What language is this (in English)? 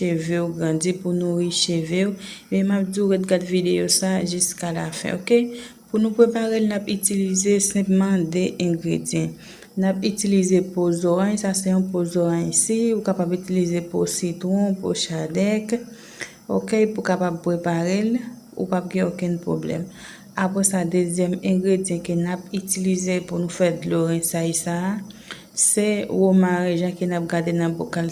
Haitian Creole